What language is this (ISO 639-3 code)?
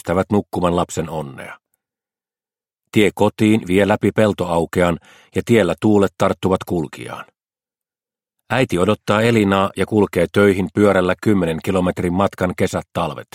fin